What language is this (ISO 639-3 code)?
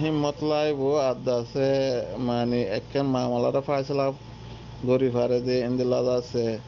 rhg